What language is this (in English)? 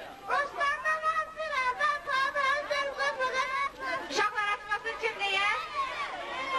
Turkish